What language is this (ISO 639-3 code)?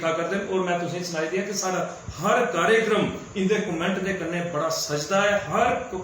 doi